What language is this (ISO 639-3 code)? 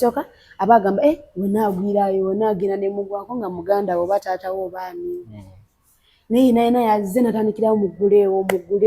lug